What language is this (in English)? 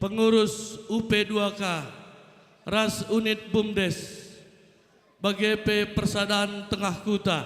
Batak Karo